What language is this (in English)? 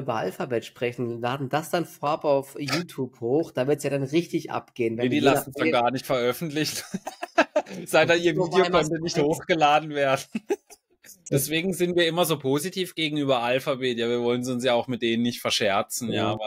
German